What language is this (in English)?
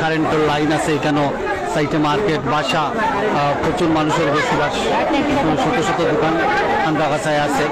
Sylheti